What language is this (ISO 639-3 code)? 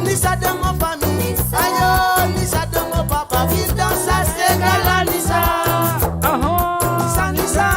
mfe